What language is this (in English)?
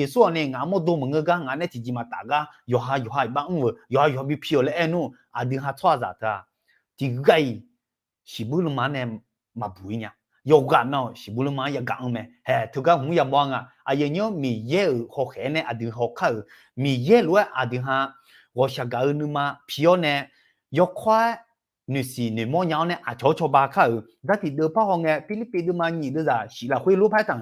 Akha